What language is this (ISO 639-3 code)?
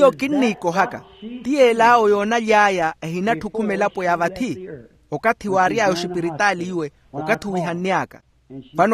vmw